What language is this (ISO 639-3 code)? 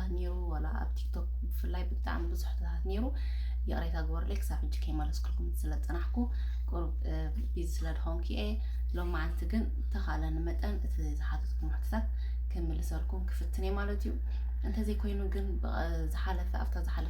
tir